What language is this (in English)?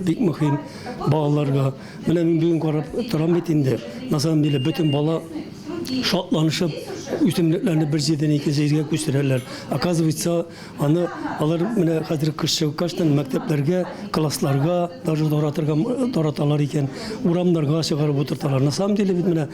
Tatar